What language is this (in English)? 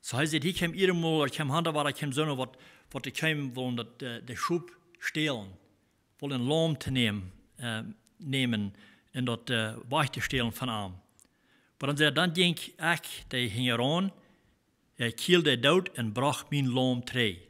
Plautdietsch